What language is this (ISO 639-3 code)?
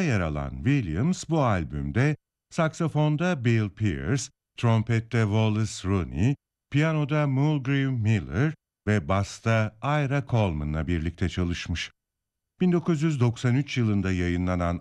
tur